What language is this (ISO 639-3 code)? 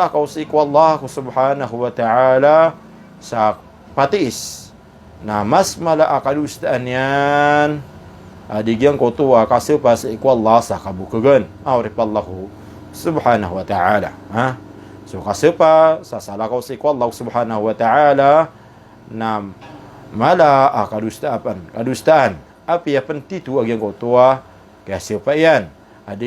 mrw